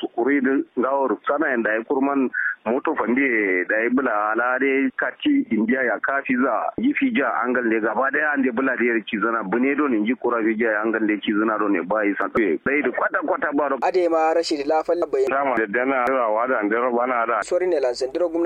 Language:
Kanuri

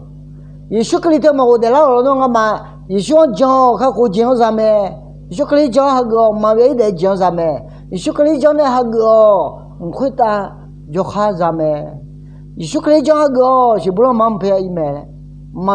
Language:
Akha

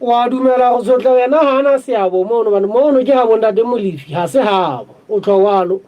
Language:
Southern Sotho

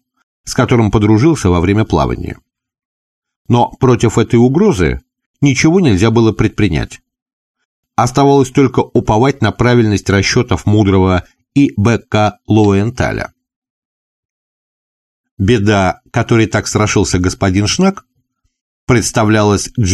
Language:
Russian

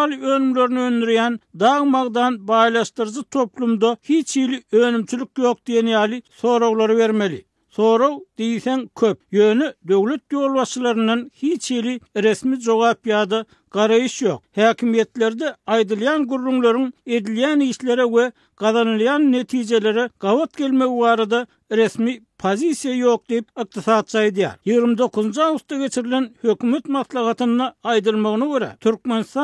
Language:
Turkmen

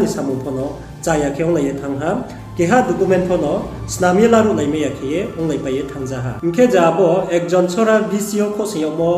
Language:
Riang (India)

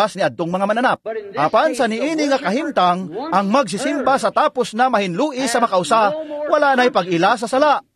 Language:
Cebuano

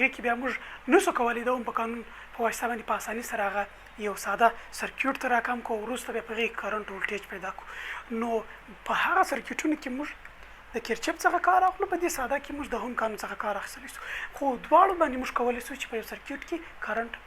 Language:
Pashto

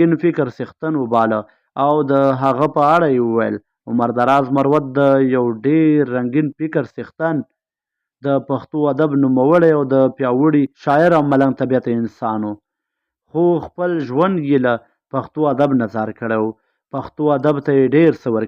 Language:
Pashto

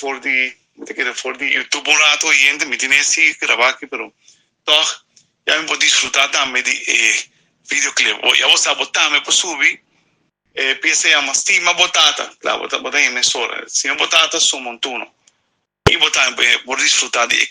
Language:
Papiamento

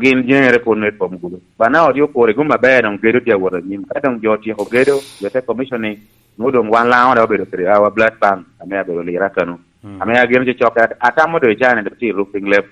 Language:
Lango (Uganda)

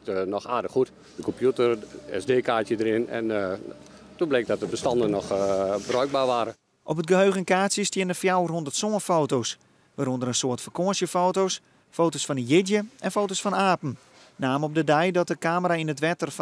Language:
Western Frisian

